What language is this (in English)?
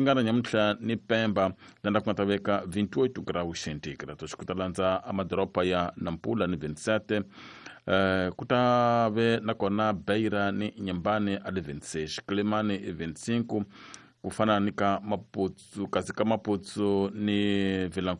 Tsonga